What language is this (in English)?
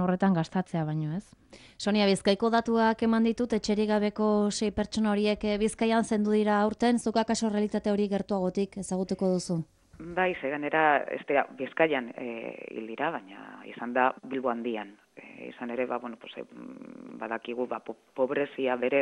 Basque